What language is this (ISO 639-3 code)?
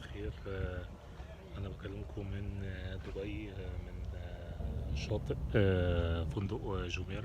arz